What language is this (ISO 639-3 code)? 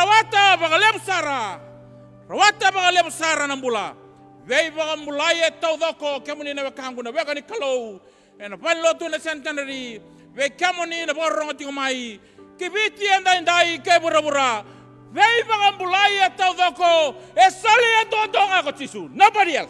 fij